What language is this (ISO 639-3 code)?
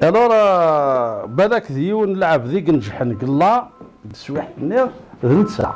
kab